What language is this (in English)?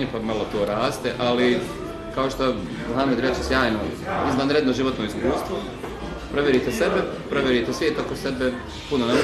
Bosnian